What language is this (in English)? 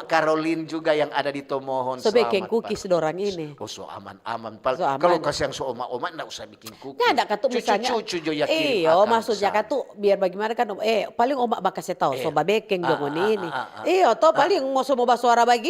Manado Malay